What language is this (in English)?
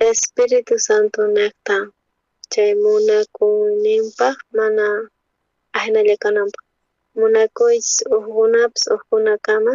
South Bolivian Quechua